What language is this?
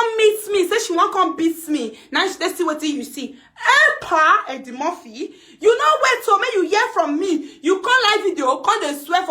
Nigerian Pidgin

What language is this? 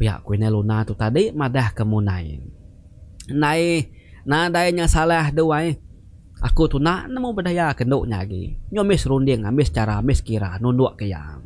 Iban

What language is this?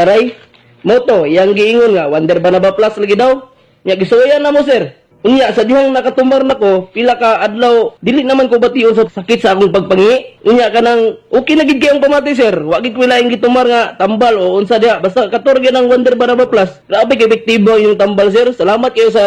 Cebuano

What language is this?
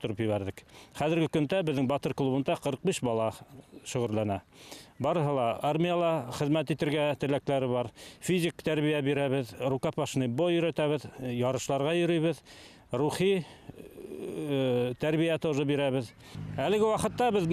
Bashkir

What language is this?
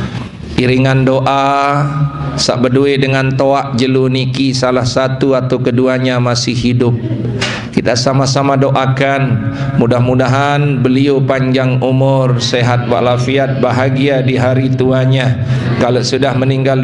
Sasak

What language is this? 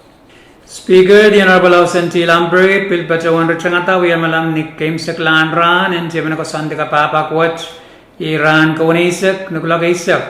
Pohnpeian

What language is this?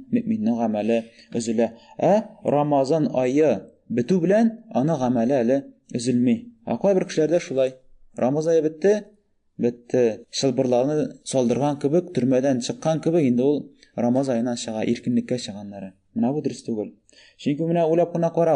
Tatar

